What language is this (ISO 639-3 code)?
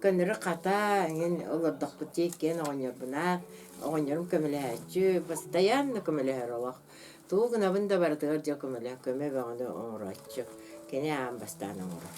sah